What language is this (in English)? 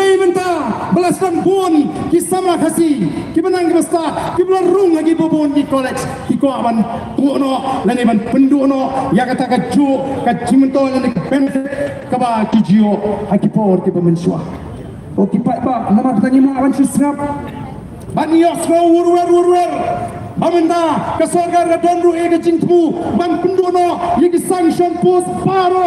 Khasi